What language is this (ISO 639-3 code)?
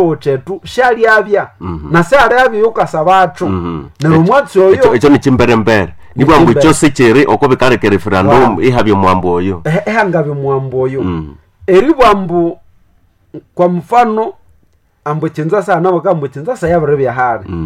nnb